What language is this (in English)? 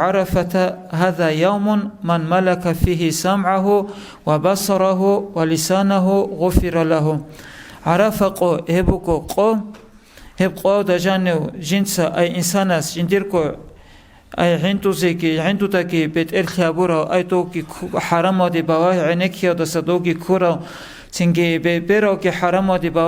Avaric